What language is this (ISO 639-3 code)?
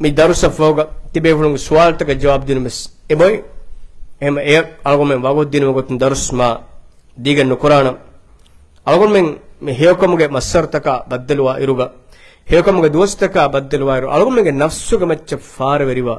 div